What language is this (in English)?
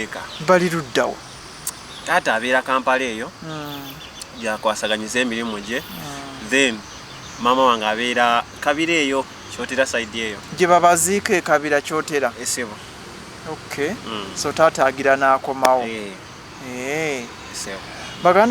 Ganda